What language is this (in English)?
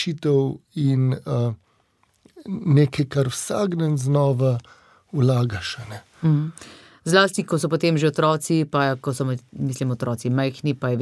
Slovenian